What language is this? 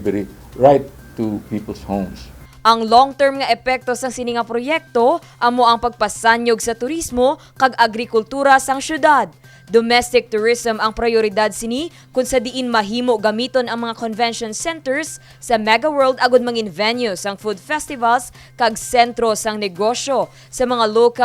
Hiligaynon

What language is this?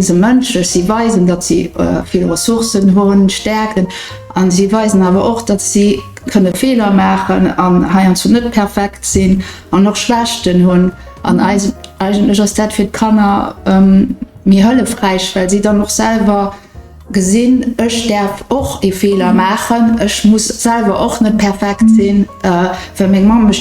Luxembourgish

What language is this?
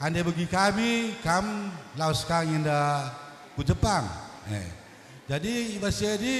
Batak Karo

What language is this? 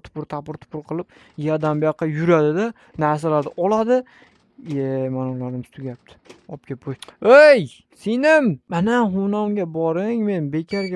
Uzbek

